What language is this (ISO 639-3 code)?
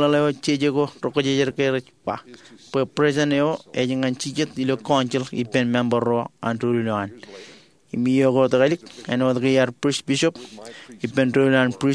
mah